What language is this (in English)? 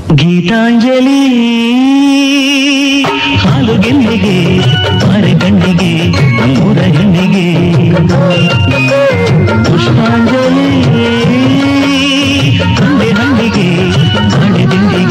Kannada